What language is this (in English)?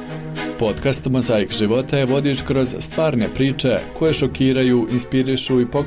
Bosnian